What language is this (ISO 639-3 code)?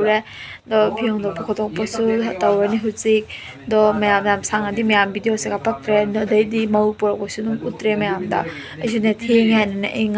mni